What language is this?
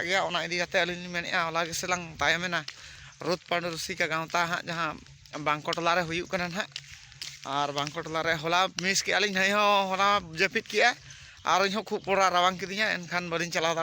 Santali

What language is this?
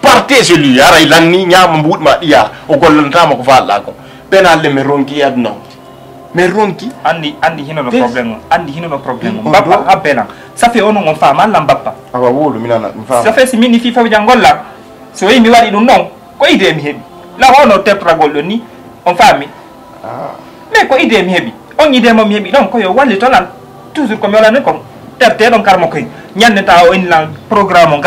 Fula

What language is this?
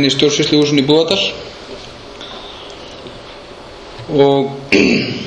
Icelandic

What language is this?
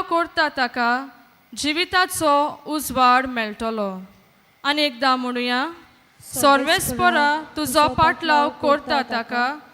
Konkani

